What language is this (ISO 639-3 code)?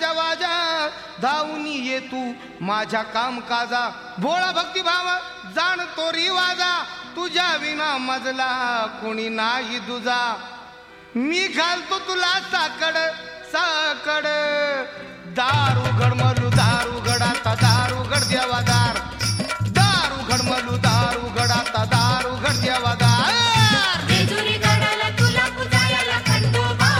mar